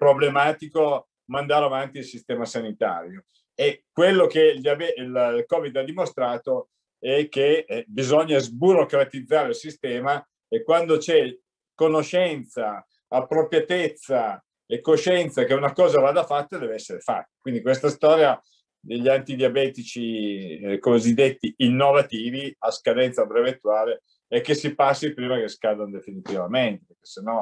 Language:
Italian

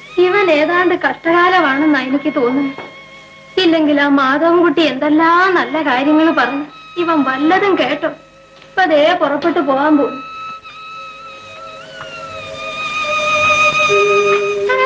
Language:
Malayalam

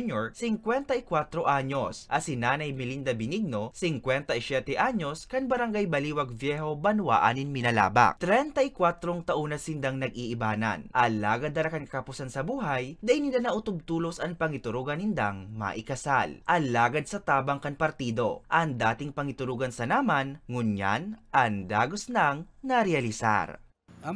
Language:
Bikol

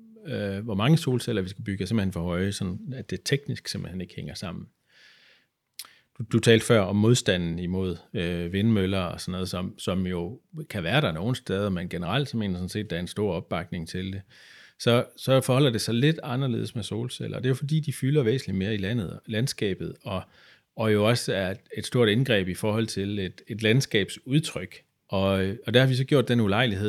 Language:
Danish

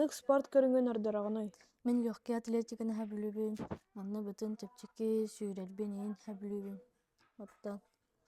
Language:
Yakut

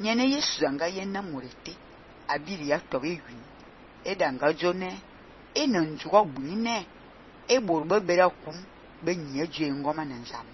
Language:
Fang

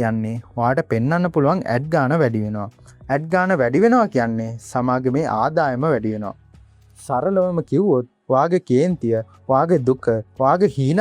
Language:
Sinhala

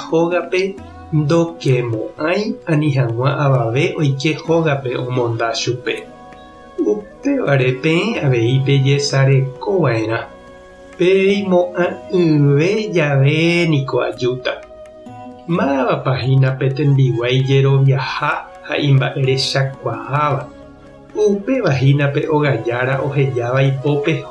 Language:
Guarani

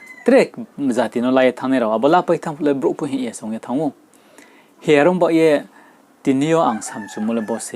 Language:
Riang (India)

